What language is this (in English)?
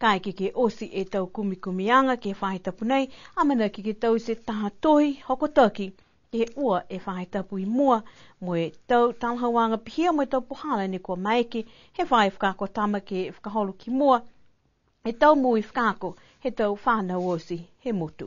Niuean